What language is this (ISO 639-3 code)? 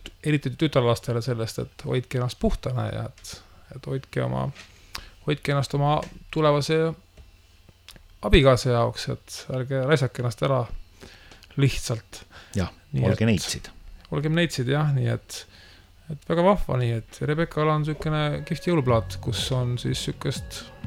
est